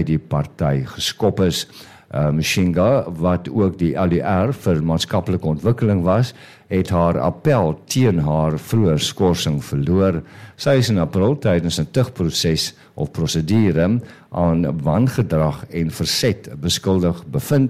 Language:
Afrikaans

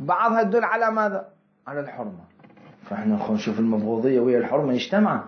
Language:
Mesopotamian Arabic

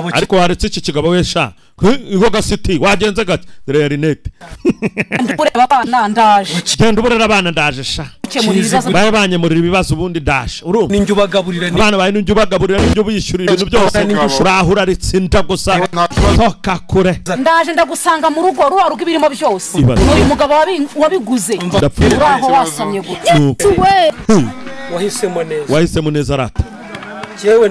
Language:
Kinyarwanda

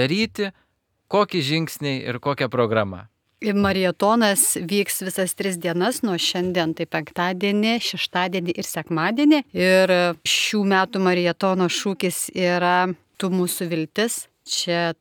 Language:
Lithuanian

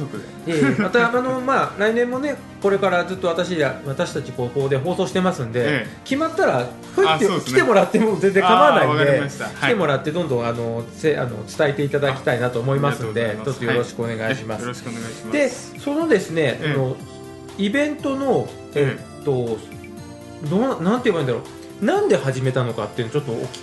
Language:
Japanese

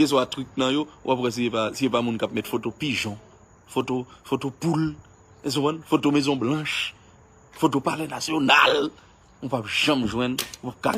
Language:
Haitian Creole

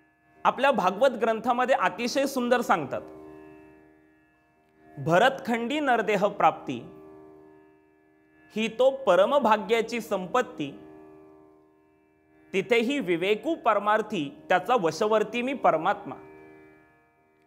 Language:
Marathi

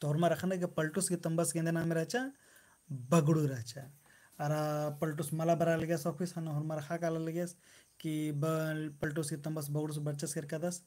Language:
Kurukh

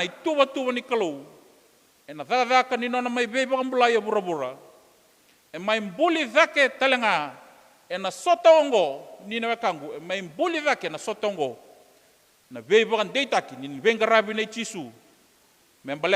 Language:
Fijian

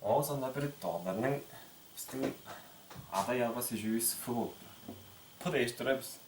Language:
Tuvinian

